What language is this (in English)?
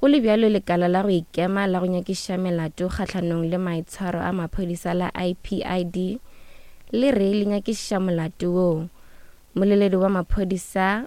Northern Sotho